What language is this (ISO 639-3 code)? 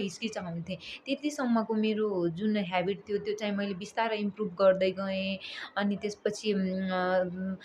nep